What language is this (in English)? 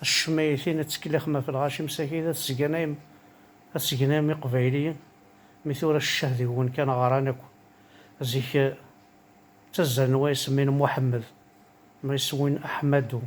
Kabyle